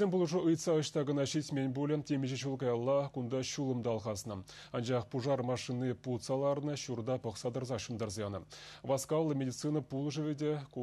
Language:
Chuvash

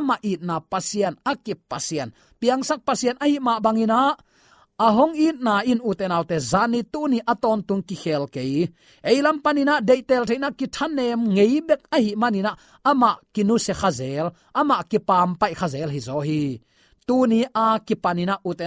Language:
Tedim Chin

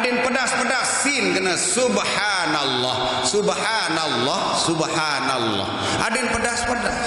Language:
Sasak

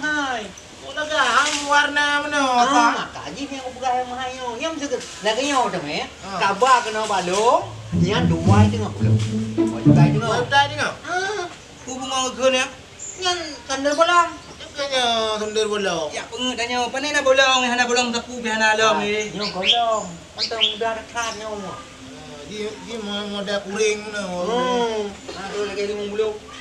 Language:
Achinese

